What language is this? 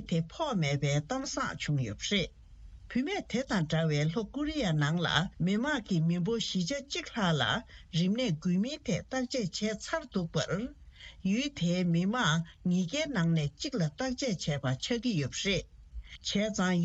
Tibetan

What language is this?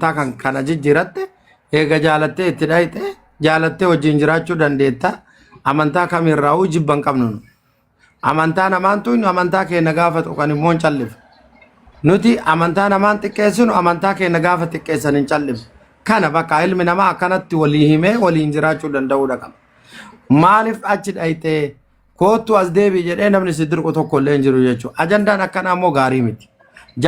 Oromo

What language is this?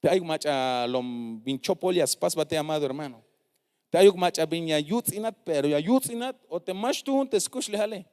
Tzeltal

